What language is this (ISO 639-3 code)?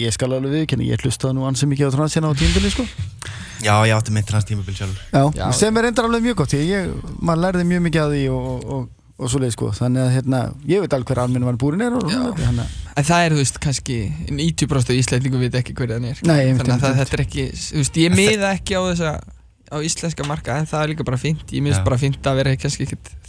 isl